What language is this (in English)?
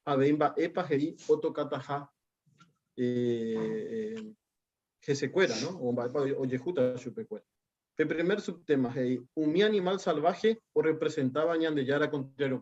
Guarani